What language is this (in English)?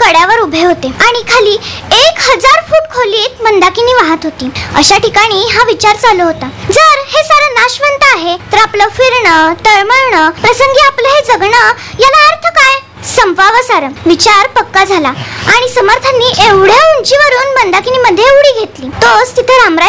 Marathi